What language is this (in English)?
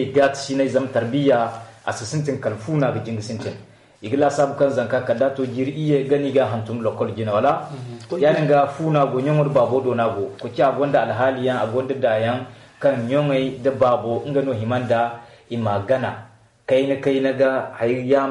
Zarma